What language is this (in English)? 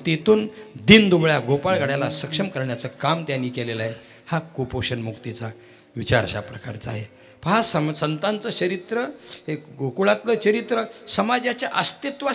Marathi